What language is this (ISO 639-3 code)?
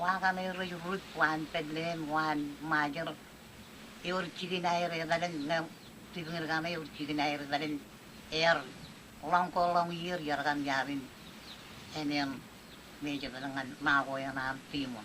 mah